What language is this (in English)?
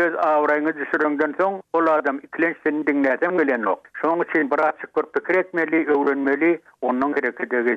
Turkmen